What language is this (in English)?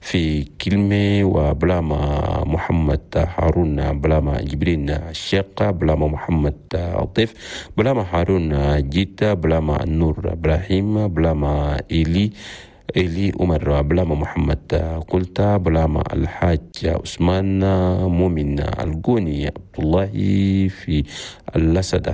Chadian Arabic